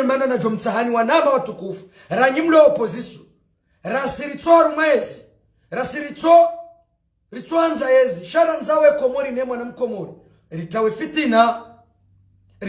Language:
Ngazidja Comorian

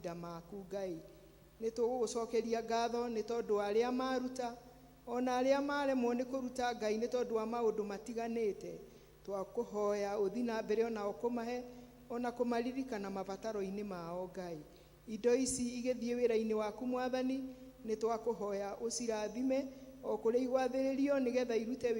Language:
Kikuyu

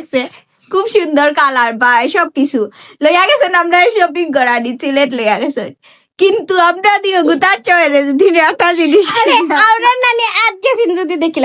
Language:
Sylheti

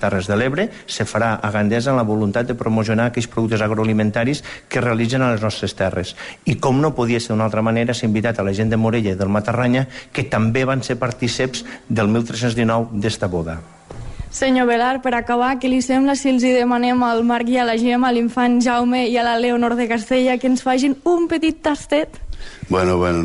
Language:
Catalan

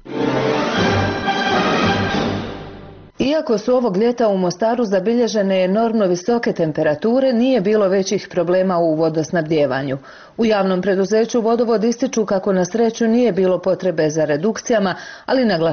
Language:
Bosnian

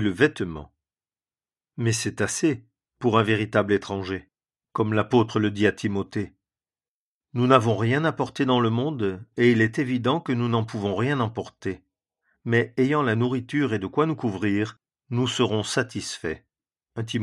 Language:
French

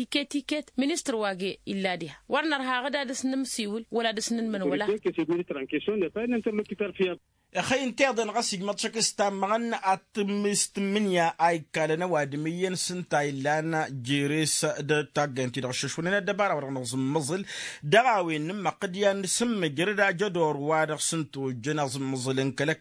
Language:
Tamasheq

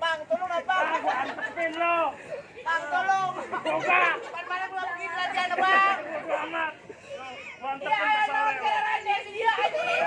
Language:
Betawi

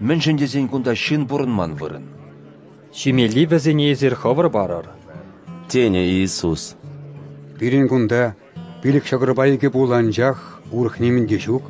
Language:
Chuvash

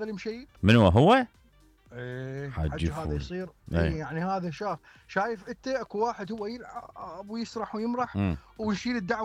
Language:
Mesopotamian Arabic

